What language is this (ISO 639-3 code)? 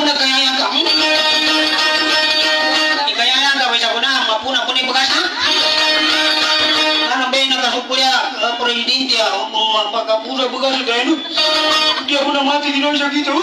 ind